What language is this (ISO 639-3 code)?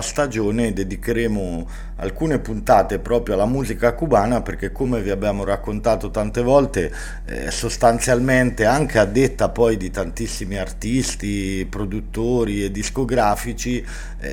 ita